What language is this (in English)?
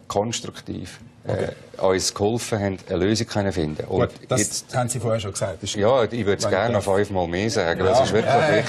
Swiss German